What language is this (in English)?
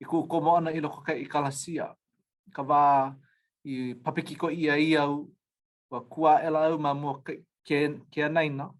Hawaiian